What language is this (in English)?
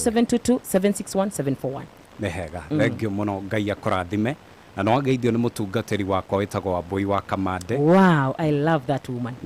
Kikuyu